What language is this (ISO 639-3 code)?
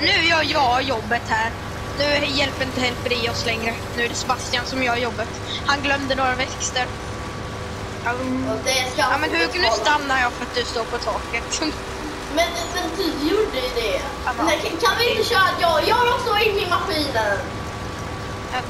swe